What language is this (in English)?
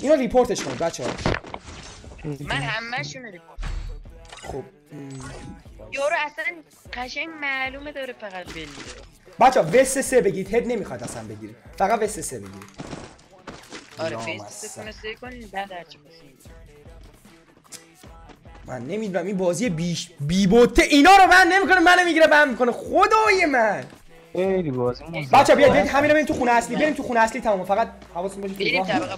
Persian